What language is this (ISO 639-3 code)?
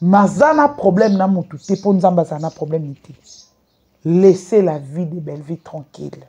lin